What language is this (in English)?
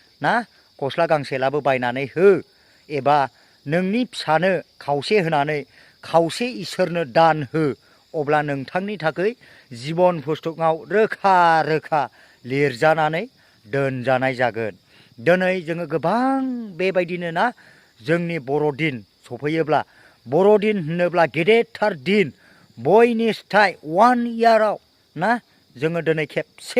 Bodo